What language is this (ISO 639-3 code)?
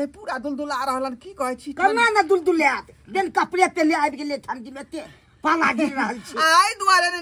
mai